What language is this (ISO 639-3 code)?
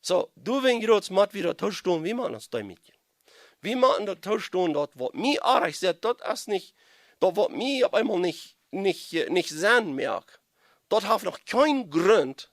pdt